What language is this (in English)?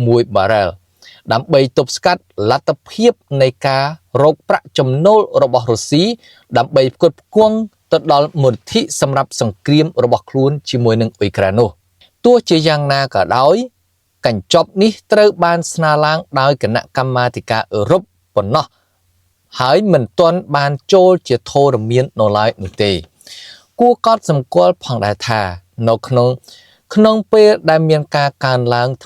Khmer